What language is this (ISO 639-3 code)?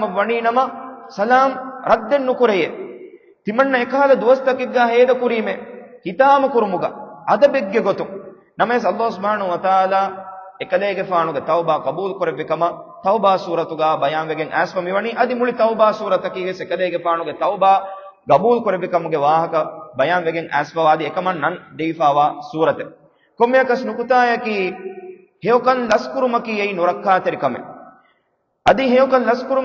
div